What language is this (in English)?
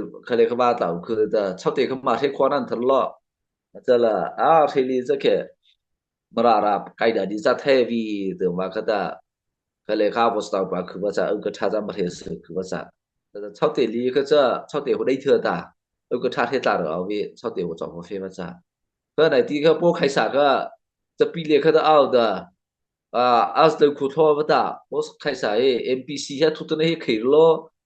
Mara Chin